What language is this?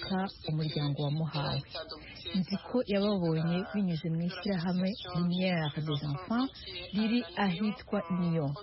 Kinyarwanda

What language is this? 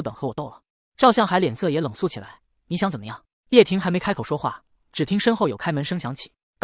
Chinese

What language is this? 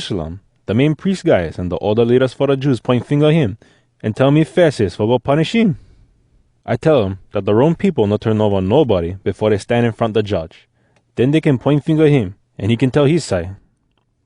Hawai'i Creole English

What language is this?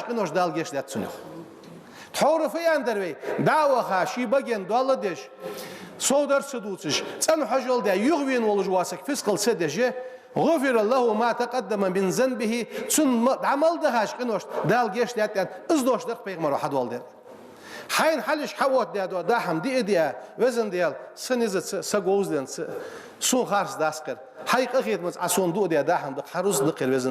Ingush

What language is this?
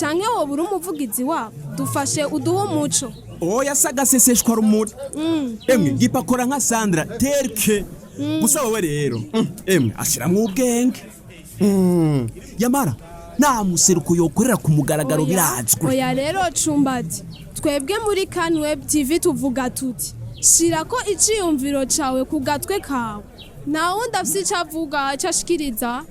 Rundi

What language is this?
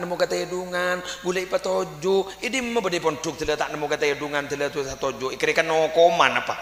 Madurese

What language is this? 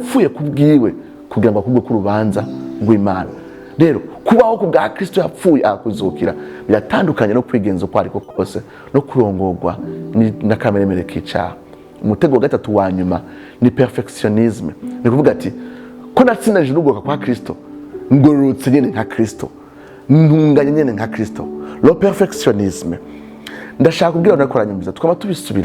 Rundi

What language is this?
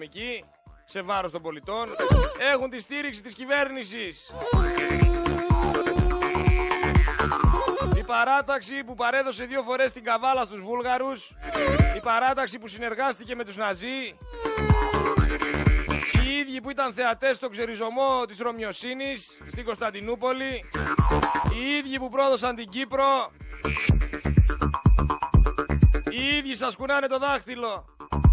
Greek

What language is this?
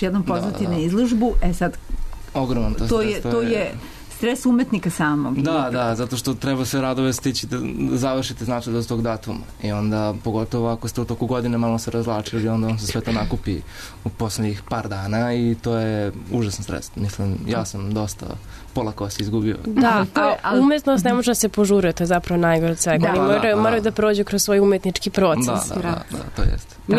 Serbian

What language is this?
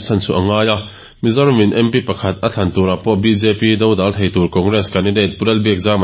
Mizo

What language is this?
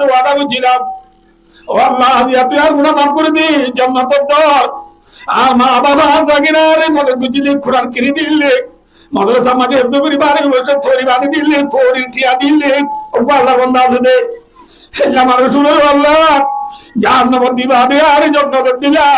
Rohingya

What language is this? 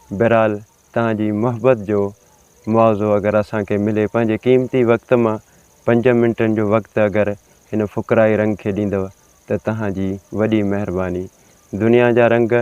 Sindhi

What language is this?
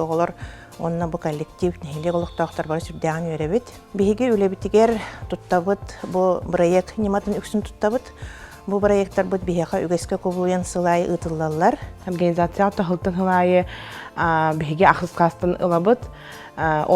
Yakut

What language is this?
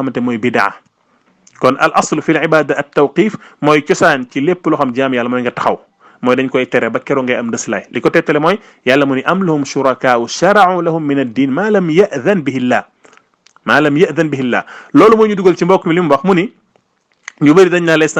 Wolof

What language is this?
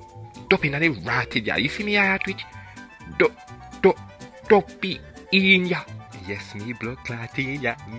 Jamaican Creole English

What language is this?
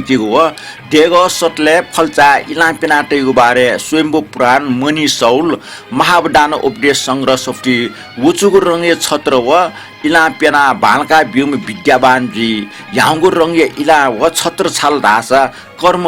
Newari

